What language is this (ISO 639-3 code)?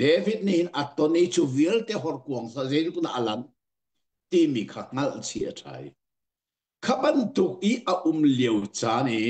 cnh